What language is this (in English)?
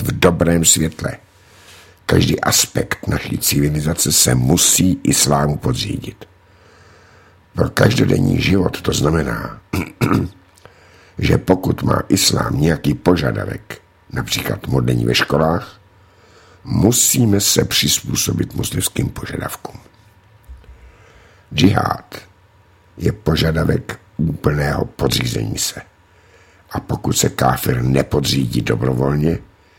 Czech